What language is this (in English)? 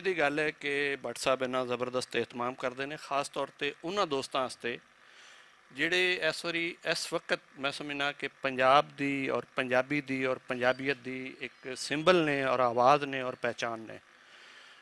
Western Panjabi